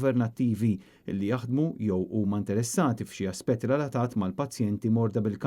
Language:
Maltese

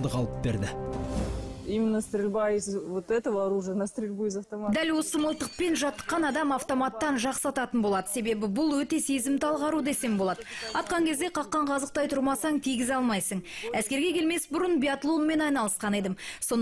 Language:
Kazakh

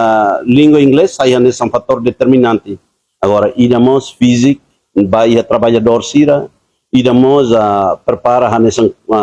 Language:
Tetum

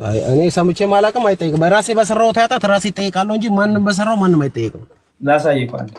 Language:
Amharic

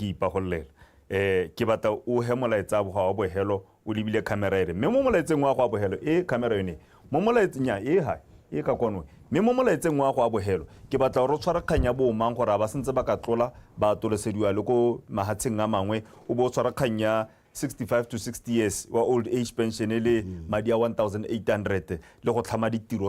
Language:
Tswana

